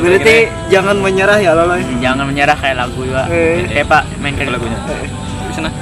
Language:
Banjar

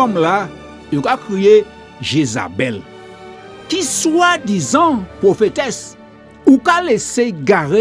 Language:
Guadeloupean Creole French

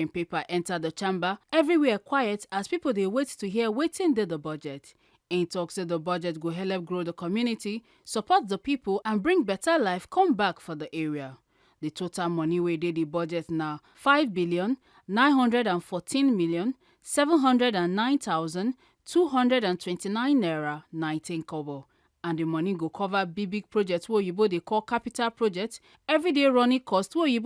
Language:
Nigerian Pidgin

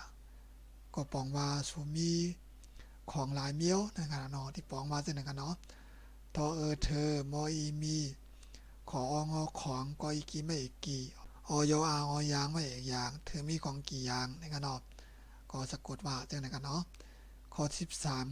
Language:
Shan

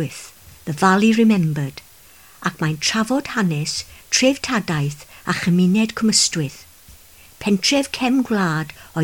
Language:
Welsh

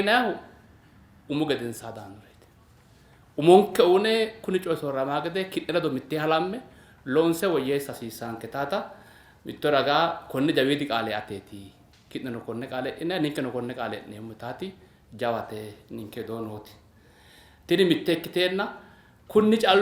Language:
Sidamo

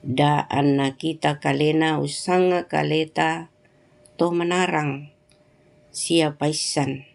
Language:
Toraja-Sa'dan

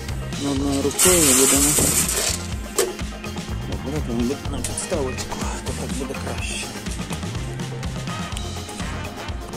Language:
Ukrainian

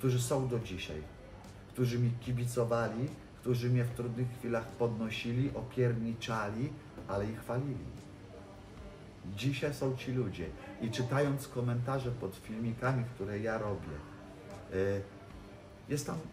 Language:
Polish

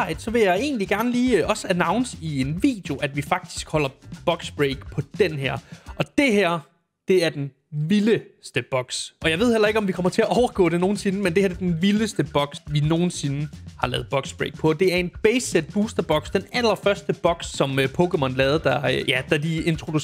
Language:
Danish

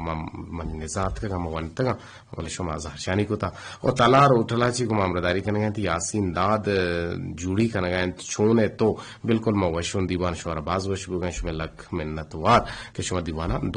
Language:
Eastern Balochi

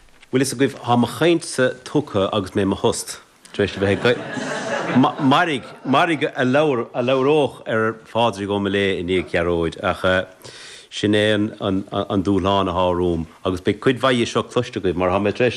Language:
Irish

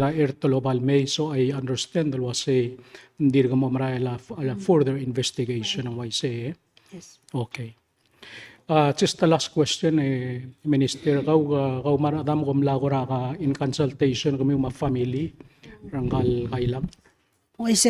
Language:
Palauan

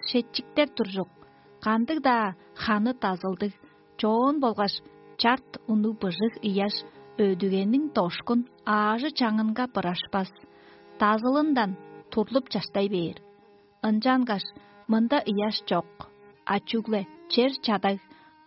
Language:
Tuvinian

